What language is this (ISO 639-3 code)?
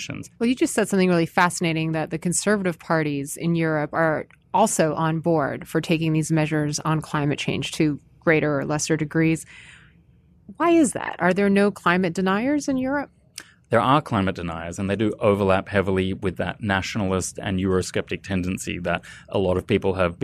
eng